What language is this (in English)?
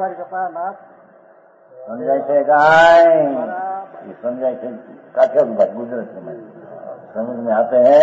Hindi